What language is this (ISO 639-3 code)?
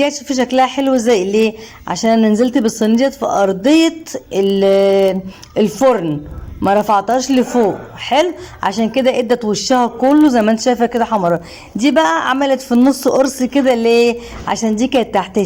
arz